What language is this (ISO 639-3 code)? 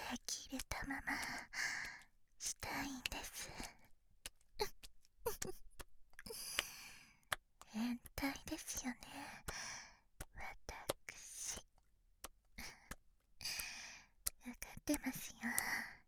jpn